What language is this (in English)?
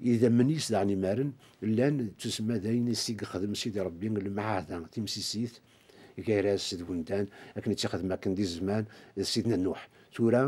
Kabyle